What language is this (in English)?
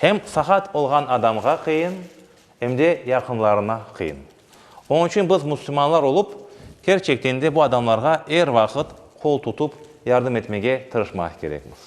Crimean Tatar